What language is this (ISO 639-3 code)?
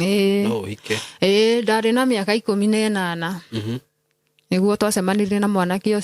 kik